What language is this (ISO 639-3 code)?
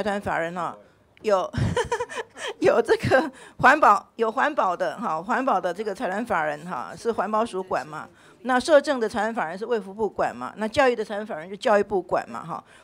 zho